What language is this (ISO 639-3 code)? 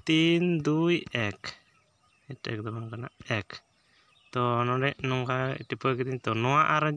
sat